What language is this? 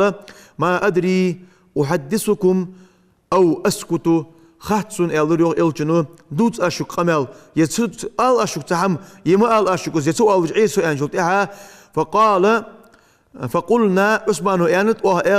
Ingush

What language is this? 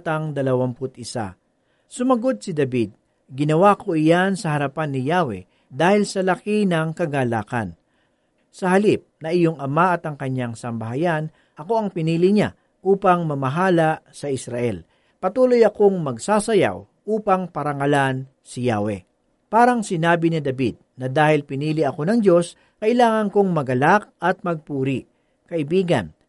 Filipino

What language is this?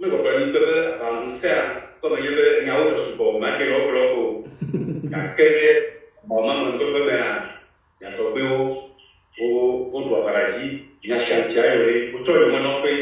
Ewe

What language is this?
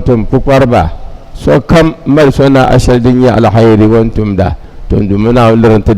Dagbani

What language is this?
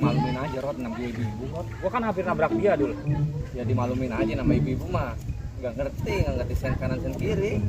Betawi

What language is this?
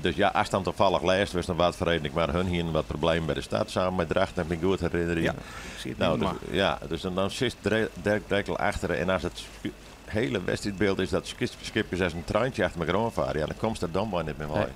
Western Frisian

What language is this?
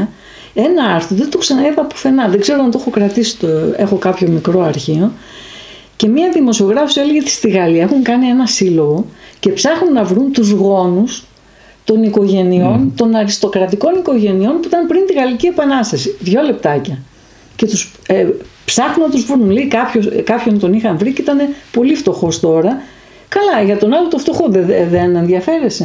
Greek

